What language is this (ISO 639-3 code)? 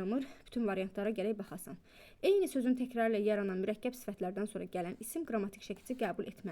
aze